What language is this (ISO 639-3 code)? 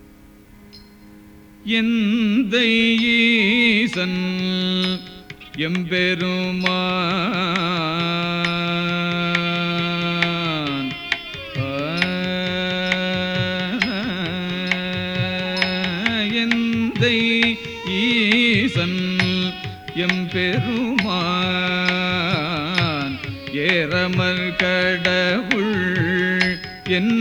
tam